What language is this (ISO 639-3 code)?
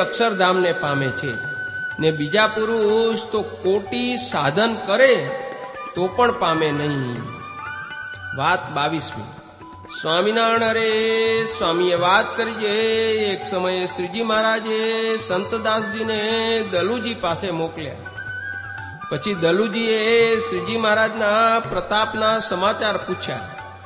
guj